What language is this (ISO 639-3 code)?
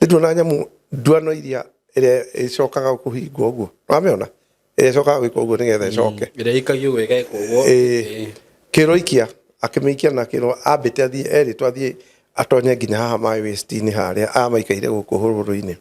kik